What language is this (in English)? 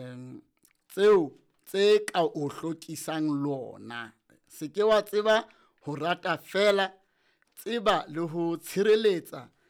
Southern Sotho